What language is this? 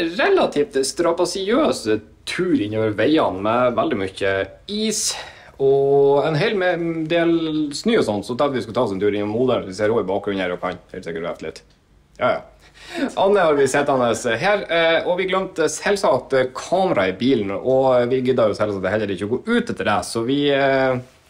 Norwegian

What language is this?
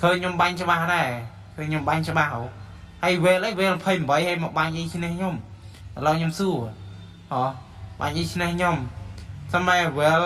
Khmer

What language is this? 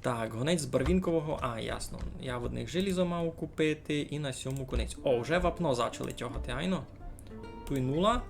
Rusyn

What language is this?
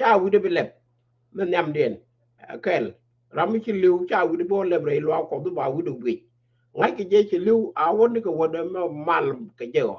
Nuer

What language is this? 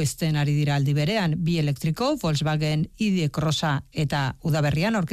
Basque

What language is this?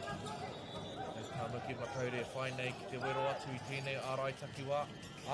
Māori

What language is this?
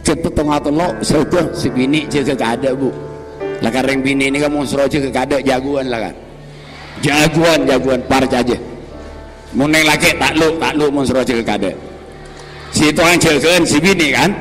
Madurese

